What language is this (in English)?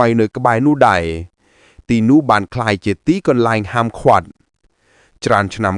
Khmer